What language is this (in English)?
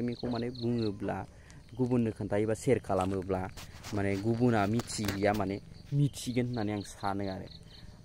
Bodo